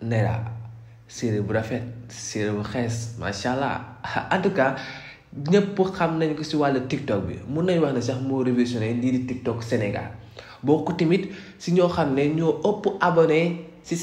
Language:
Wolof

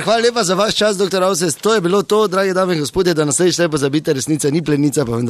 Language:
Slovenian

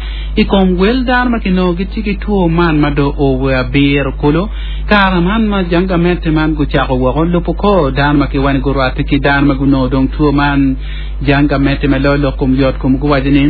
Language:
Acoli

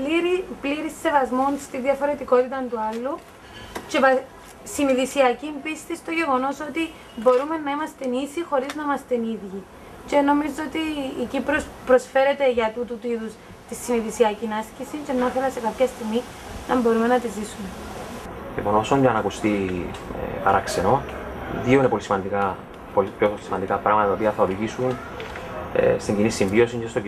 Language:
Greek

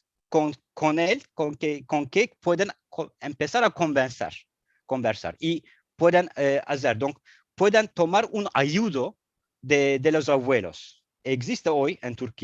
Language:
Ladino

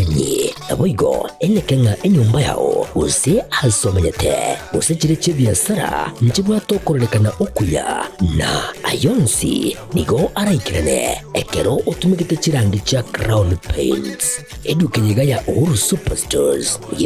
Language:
Gusii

